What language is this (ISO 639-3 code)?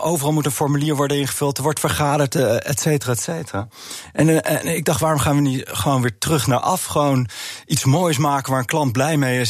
nld